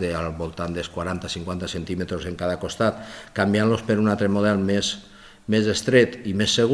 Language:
Catalan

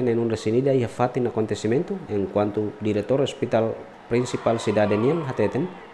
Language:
Tetum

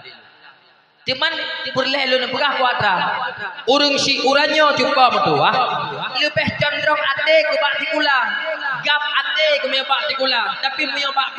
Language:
Achinese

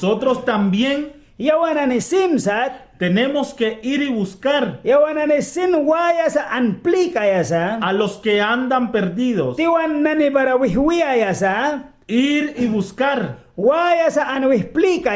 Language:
Mískito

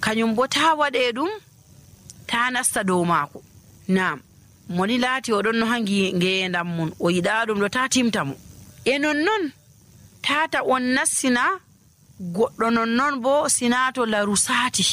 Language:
Nigerian Fulfulde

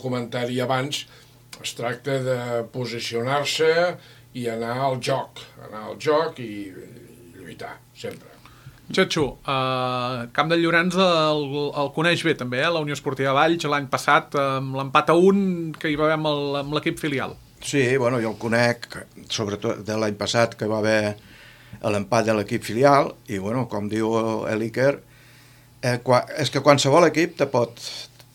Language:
Catalan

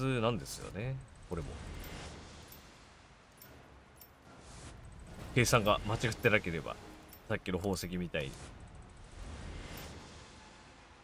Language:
Japanese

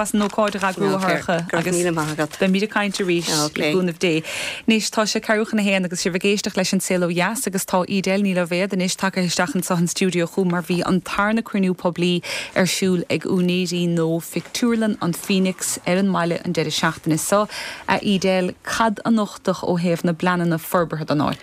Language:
Irish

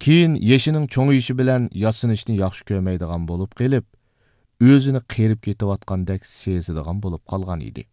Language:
Uyghur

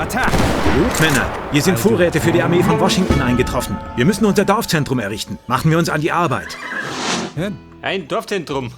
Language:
Bavarian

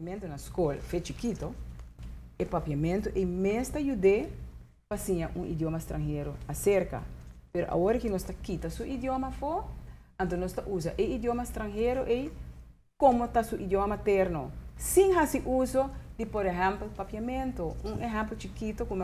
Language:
Papiamento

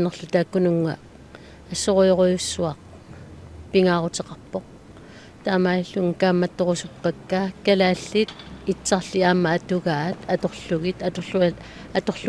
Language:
Kalaallisut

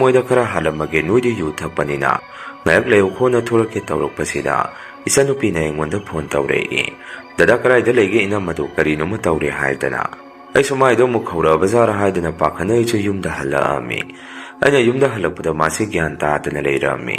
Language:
Manipuri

